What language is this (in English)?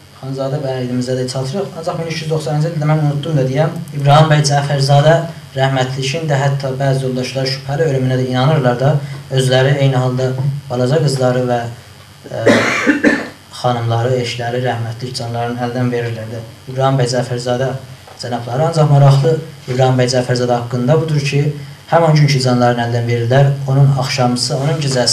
South Azerbaijani